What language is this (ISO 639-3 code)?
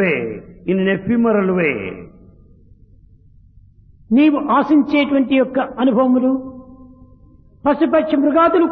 tel